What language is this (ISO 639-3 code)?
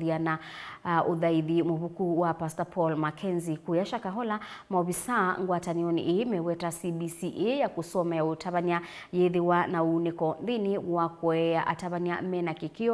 kam